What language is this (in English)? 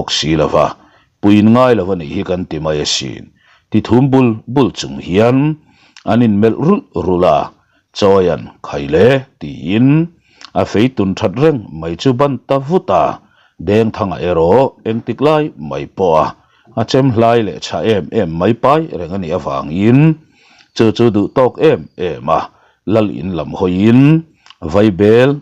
Mizo